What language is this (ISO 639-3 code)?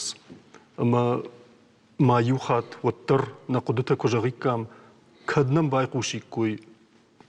oss